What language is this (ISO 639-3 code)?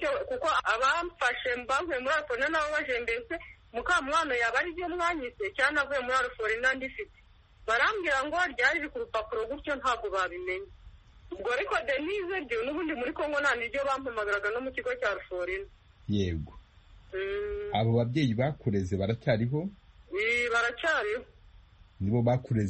kin